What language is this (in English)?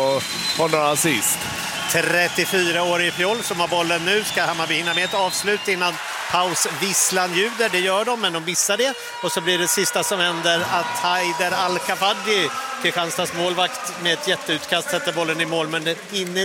Swedish